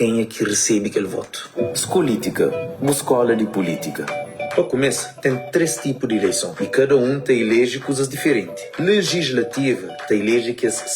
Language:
Kabuverdianu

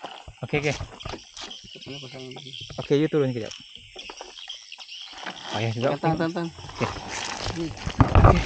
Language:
Malay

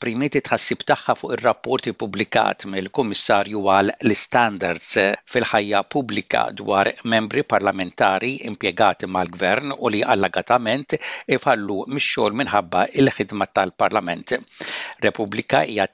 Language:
Maltese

